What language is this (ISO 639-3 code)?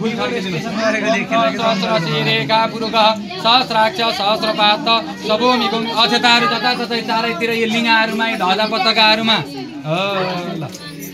nep